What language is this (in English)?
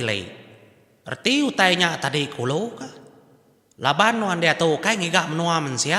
Iban